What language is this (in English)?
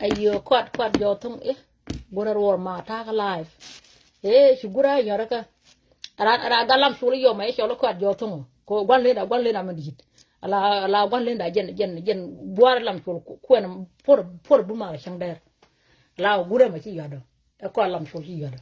Nuer